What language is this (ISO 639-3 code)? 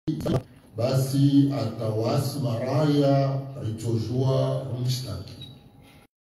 swa